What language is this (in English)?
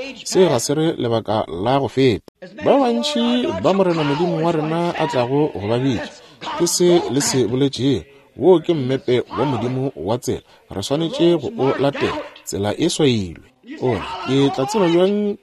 Northern Sotho